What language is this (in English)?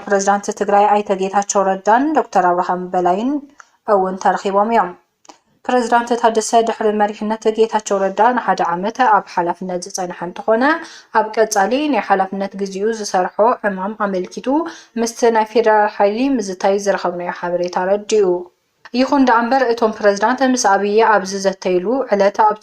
Tigrinya